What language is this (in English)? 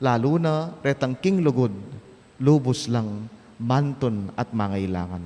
Pampanga